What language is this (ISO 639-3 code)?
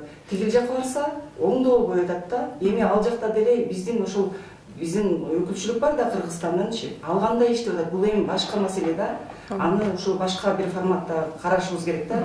kir